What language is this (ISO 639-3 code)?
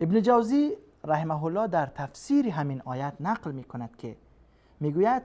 fas